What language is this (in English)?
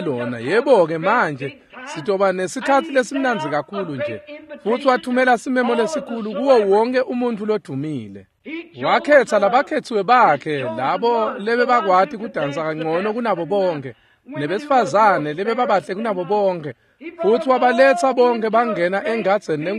Swati